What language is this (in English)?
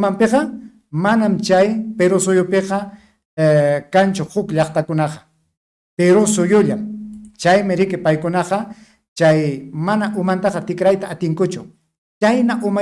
Ayacucho Quechua